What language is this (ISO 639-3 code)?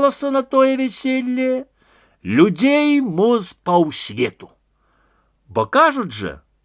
bel